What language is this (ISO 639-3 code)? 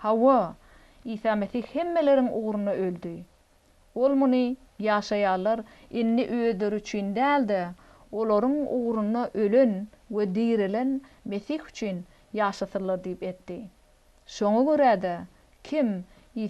tuk